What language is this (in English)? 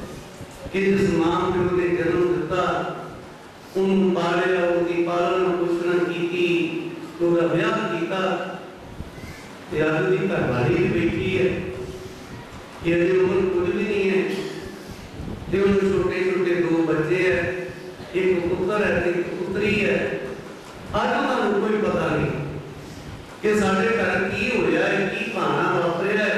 Punjabi